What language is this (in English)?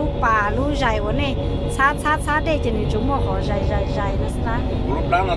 Hmong